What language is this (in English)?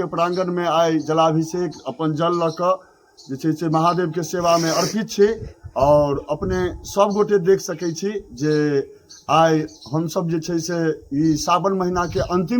Maithili